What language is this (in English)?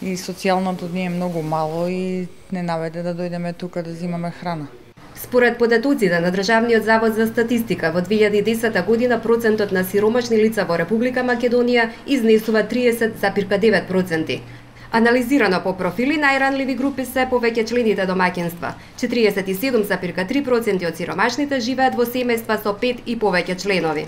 Macedonian